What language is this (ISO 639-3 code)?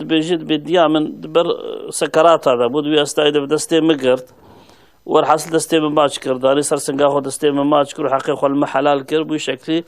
kur